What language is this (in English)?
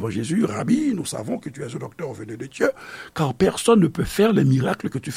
Haitian Creole